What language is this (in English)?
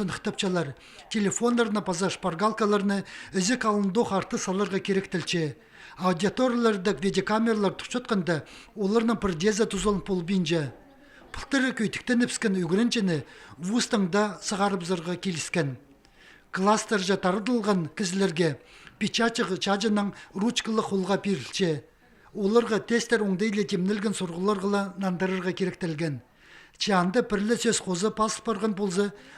Khakas